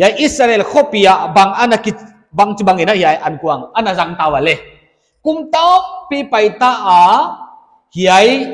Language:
Paite Chin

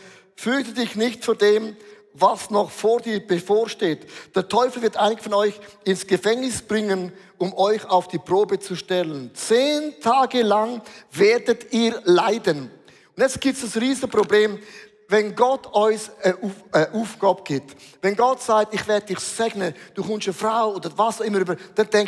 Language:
Swiss German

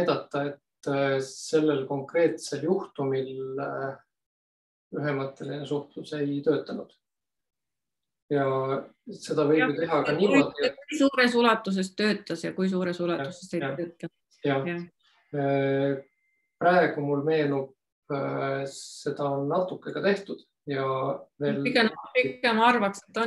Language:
Estonian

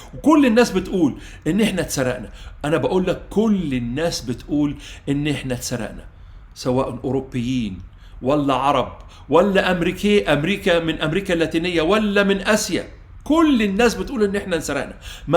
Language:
Egyptian Arabic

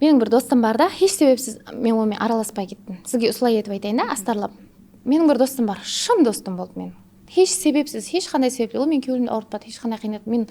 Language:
Kara-Kalpak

